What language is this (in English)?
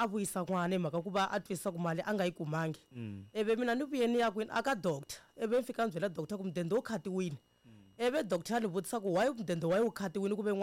Tsonga